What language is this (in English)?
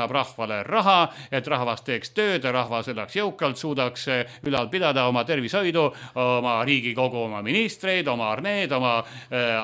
Estonian